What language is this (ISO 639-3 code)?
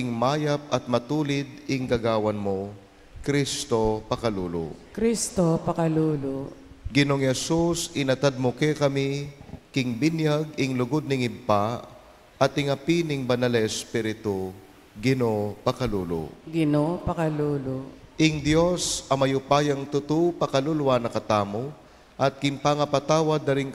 pam